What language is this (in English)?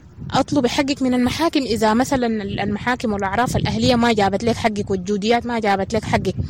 Sudanese Arabic